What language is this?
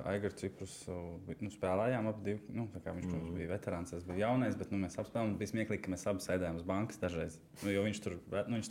Latvian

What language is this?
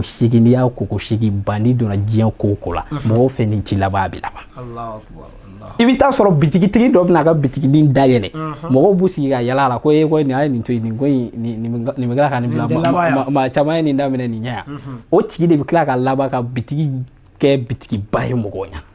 Bambara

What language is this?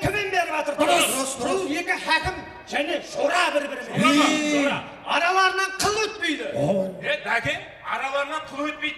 Kara-Kalpak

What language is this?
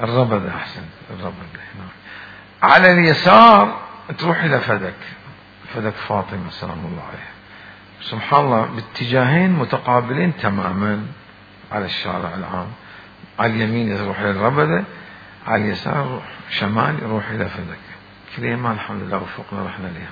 Mesopotamian Arabic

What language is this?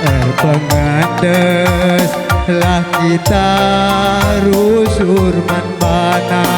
Batak Karo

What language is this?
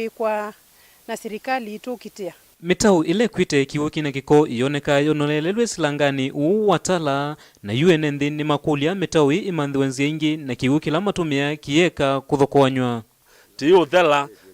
Kamba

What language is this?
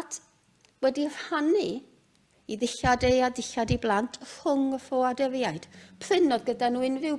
Welsh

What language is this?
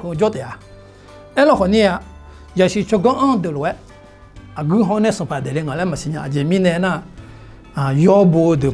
Akha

